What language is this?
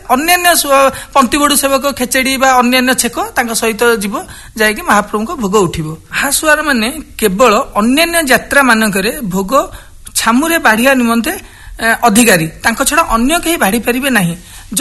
Odia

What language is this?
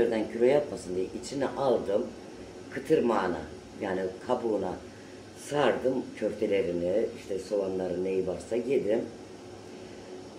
Turkish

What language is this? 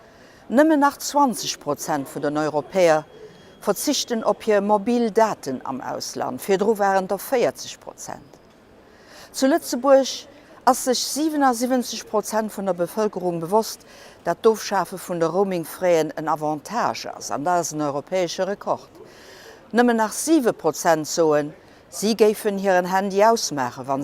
Luxembourgish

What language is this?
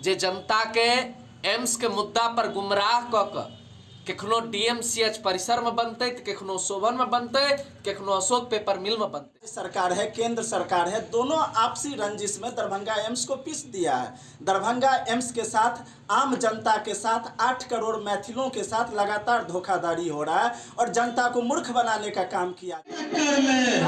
Maithili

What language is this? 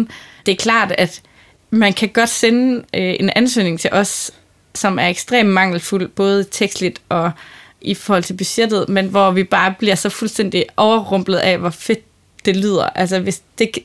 Danish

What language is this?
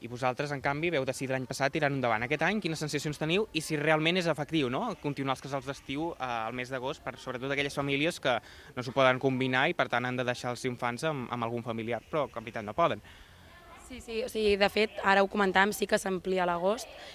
Catalan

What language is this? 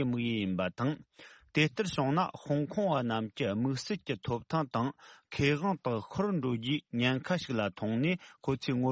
Tibetan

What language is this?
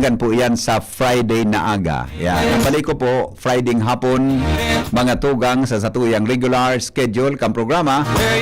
Bikol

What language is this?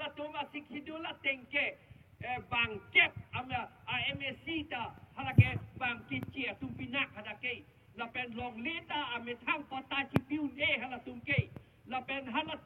Karbi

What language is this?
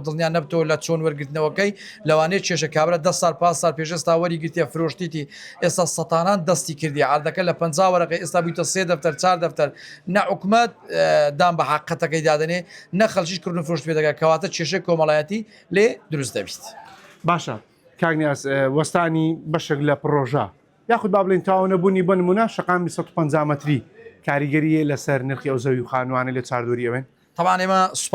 Central Kurdish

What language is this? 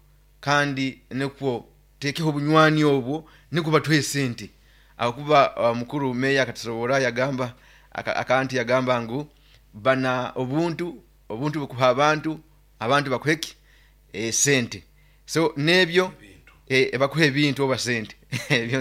Nyoro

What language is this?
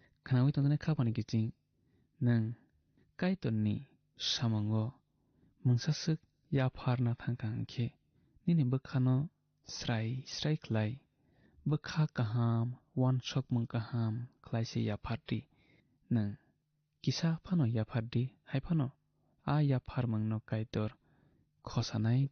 Kok Borok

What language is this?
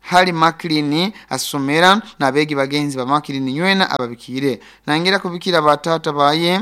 Nyoro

